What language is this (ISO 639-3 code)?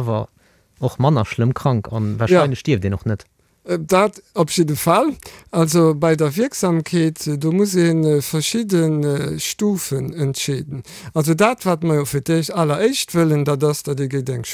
ltz